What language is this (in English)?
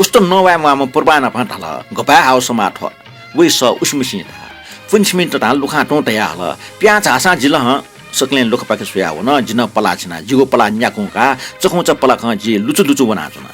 Newari